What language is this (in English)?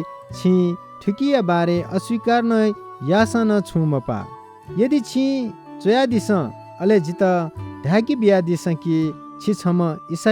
Newari